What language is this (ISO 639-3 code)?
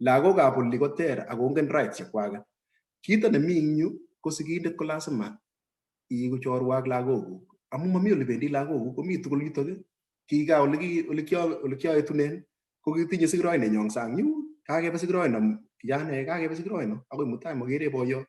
kln